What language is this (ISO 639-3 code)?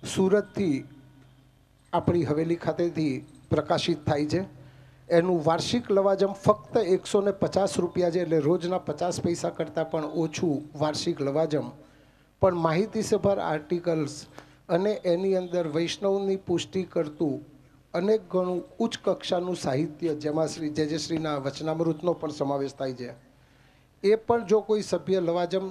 guj